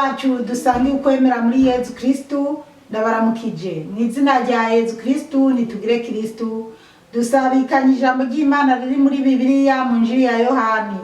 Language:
Rundi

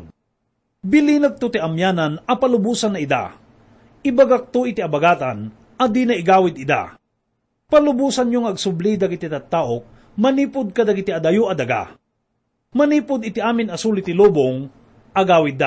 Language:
Iloko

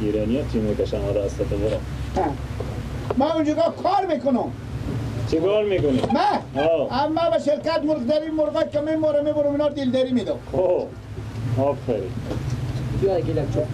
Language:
Persian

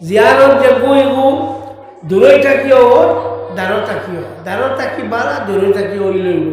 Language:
Sylheti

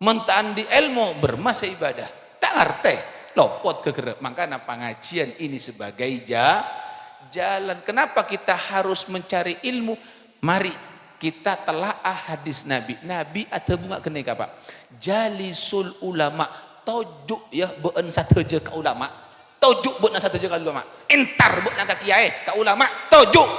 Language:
Madurese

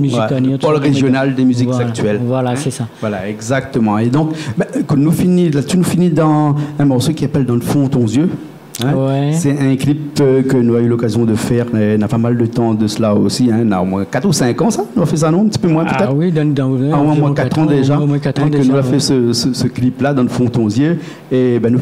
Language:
Réunion Creole French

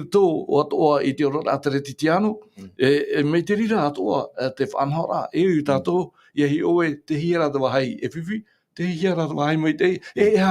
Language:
Tahitian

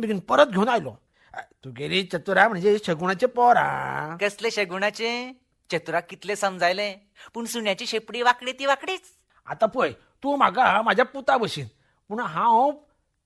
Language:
Konkani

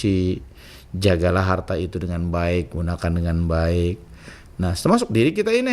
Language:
Banjar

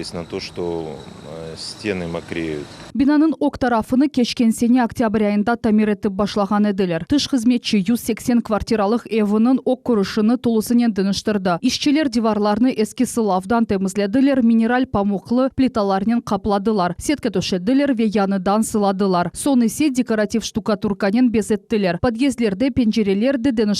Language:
Crimean Tatar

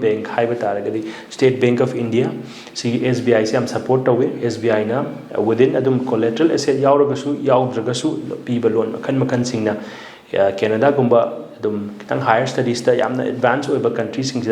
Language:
Manipuri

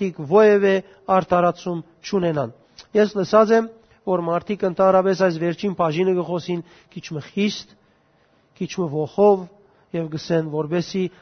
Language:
Western Armenian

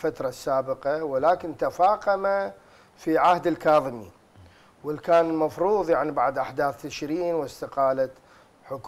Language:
Arabic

